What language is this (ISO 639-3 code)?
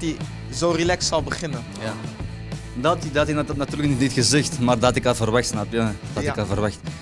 nld